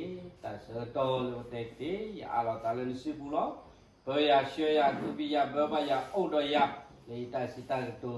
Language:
S'gaw Karen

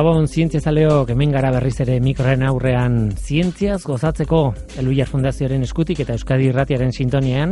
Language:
Basque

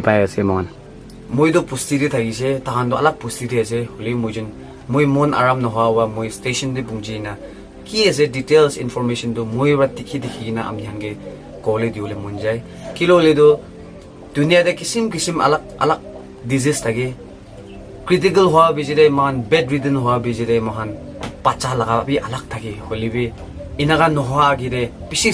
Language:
Naga Pidgin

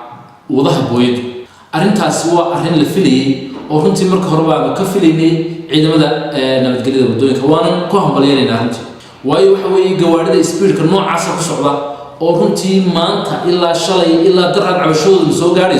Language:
Somali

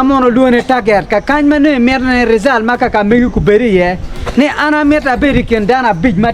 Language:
Acoli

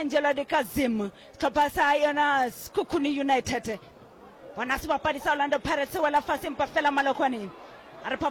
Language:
Northern Sotho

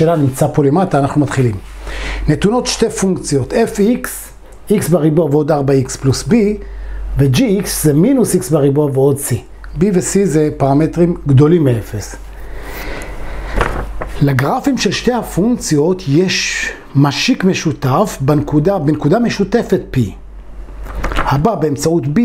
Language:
Hebrew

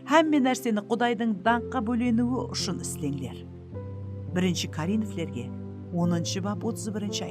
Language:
Kara-Kalpak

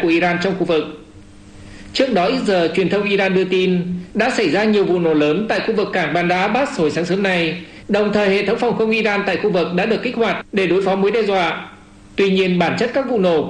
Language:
Vietnamese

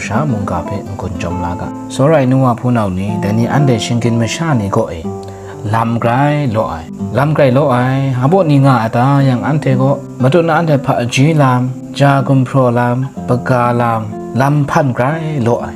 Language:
Kachin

